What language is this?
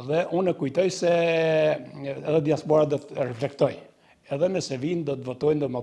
Albanian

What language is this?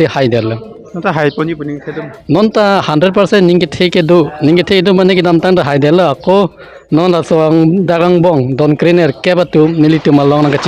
Karbi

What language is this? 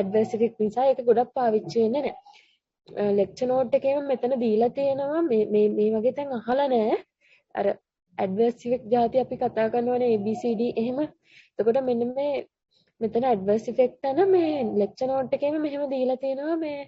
Sinhala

